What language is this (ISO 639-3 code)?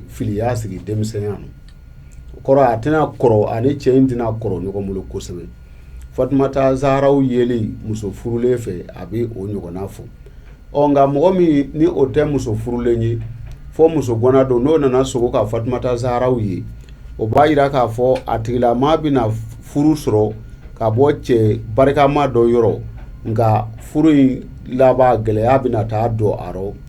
bam